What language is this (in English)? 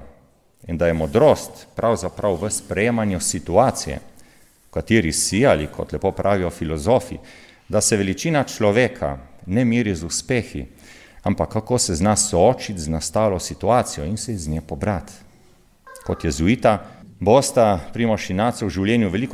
Slovenian